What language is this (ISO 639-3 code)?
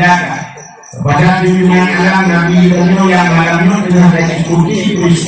ace